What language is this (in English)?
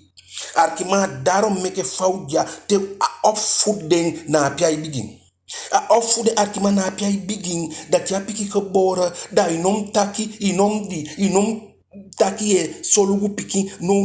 Eastern Maroon Creole